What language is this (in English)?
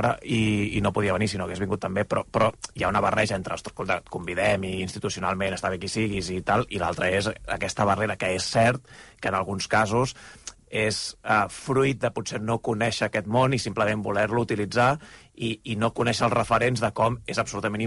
Catalan